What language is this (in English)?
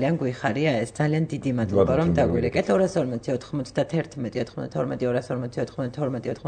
Georgian